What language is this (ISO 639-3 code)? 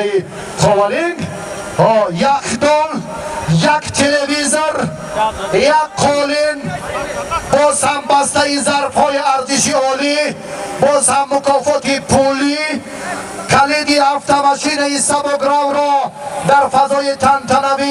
tgk